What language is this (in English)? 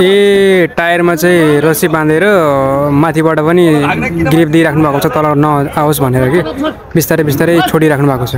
Nepali